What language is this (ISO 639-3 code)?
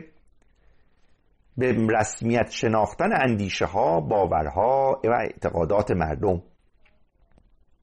fas